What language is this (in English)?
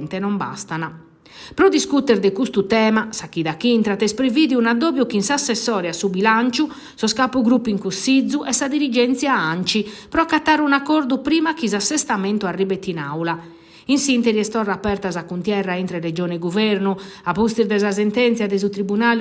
Sardinian